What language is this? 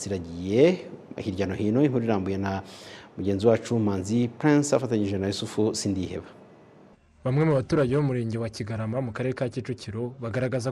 Kinyarwanda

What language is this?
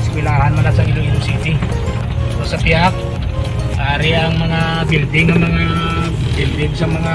Hiligaynon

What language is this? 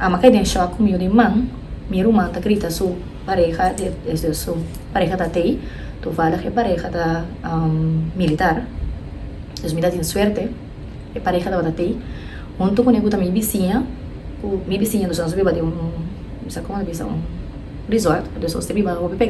Papiamento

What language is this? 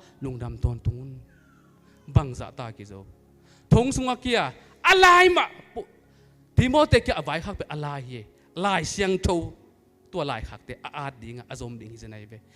Tedim Chin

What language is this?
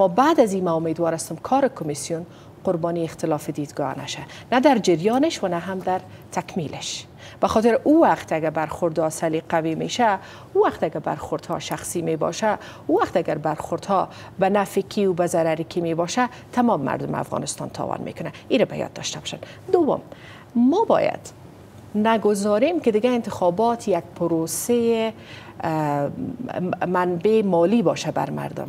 Persian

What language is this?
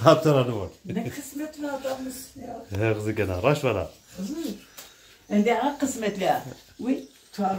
Zaza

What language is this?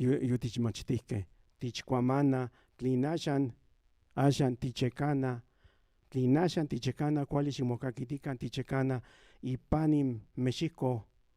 Central Nahuatl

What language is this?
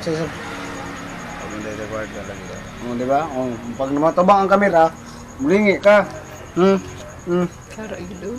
Cebuano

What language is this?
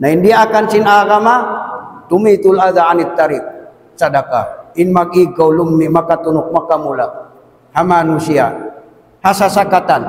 Tausug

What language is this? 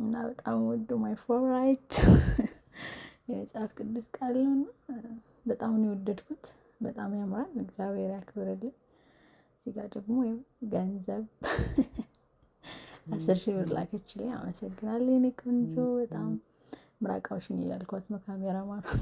Amharic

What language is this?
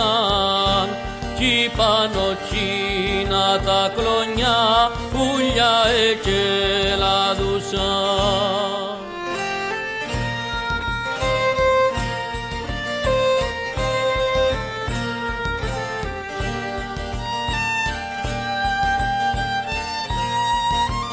Greek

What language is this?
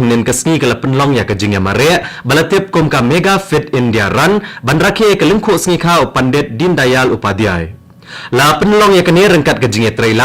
Khasi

